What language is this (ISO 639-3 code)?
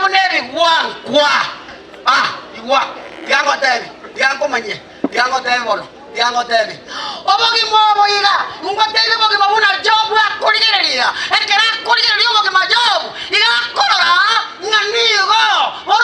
guz